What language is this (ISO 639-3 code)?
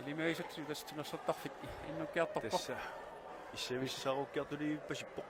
kal